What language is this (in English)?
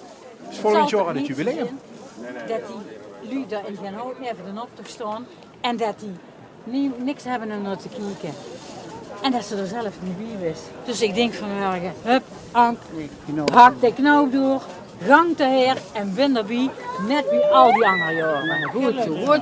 Limburgish